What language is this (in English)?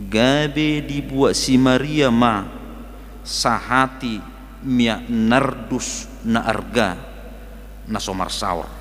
Batak Toba